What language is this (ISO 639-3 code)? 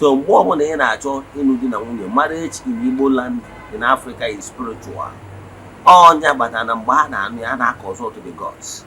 ibo